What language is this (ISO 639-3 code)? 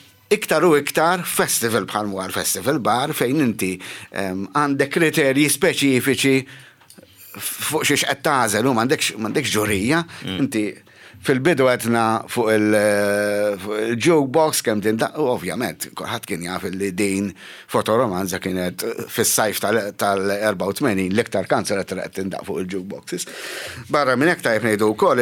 mlt